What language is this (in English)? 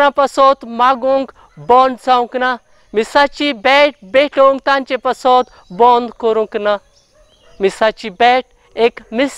Konkani